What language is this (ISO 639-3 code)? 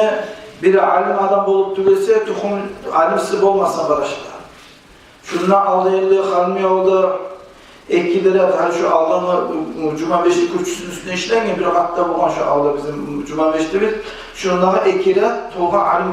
kum